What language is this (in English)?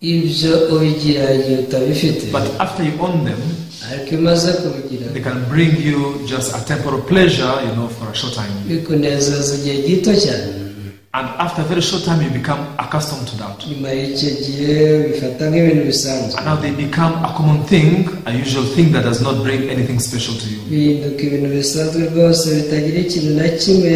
Kinyarwanda